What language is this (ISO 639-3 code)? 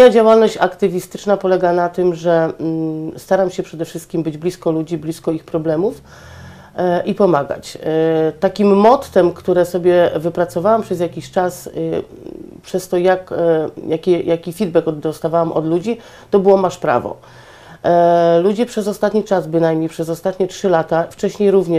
pol